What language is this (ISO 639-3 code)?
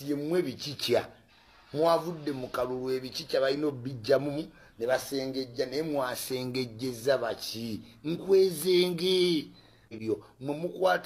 lug